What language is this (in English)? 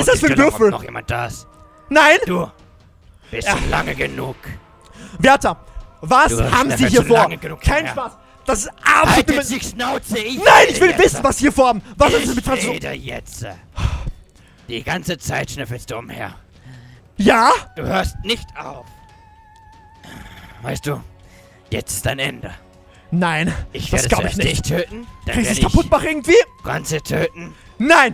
German